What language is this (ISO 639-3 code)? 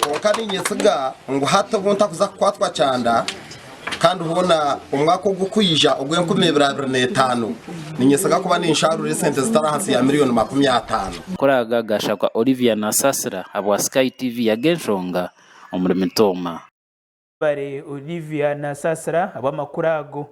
nyn